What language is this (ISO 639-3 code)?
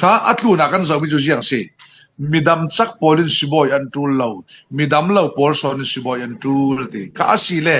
cfm